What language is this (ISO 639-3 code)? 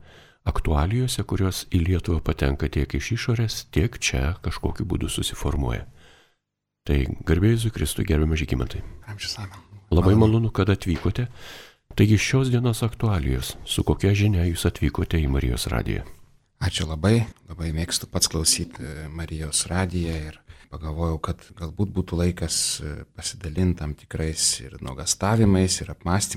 lit